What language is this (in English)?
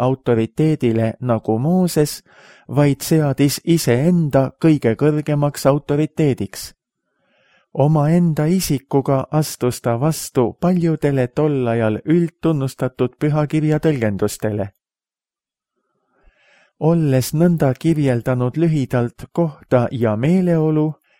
Estonian